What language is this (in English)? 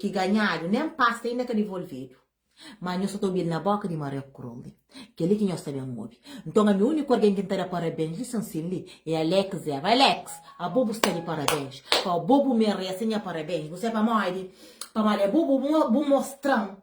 Kabuverdianu